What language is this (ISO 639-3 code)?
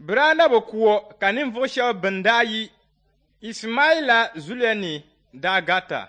dag